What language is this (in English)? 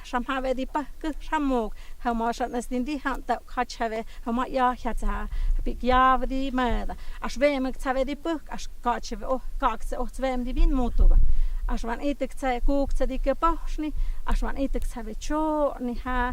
Totontepec Mixe